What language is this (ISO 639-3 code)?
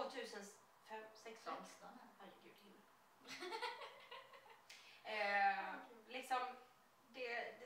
swe